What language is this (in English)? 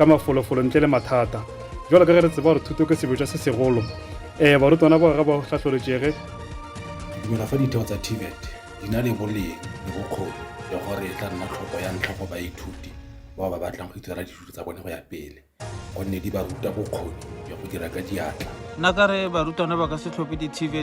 Northern Sotho